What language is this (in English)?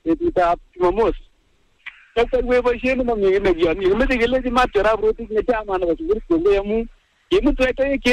Swahili